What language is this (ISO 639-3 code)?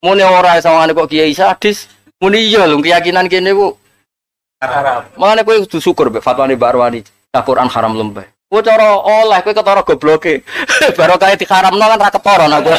jav